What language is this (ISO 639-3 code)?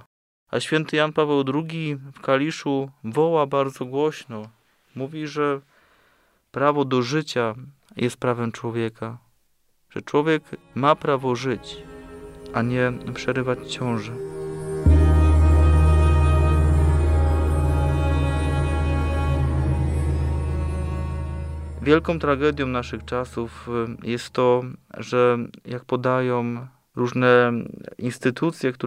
pol